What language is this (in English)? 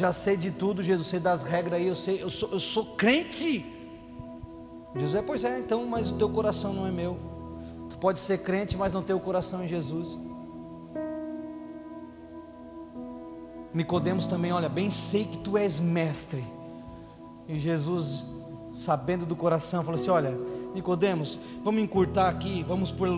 Portuguese